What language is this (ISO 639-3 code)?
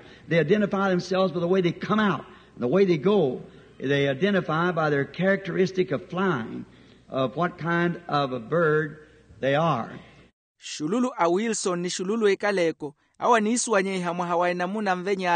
vmw